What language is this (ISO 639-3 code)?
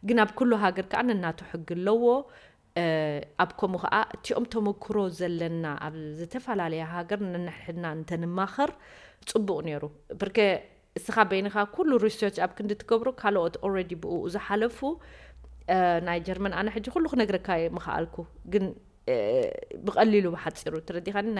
tir